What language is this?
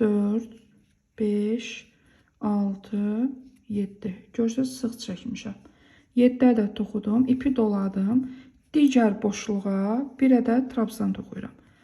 Azerbaijani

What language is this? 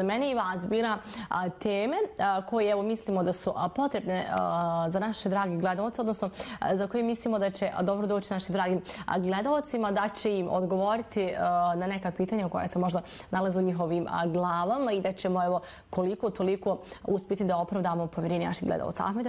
Bosnian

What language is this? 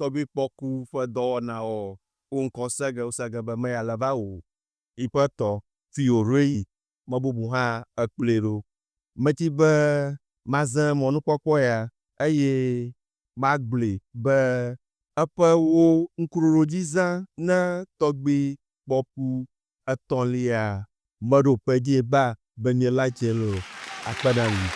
Ewe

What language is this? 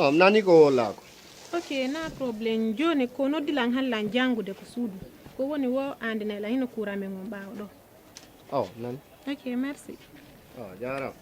Fula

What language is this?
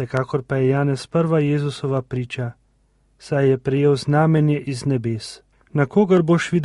Slovenian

